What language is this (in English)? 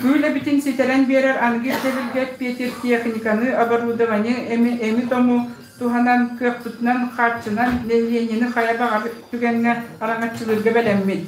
Yakut